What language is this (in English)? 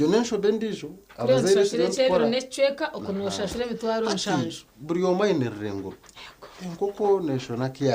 Nyankole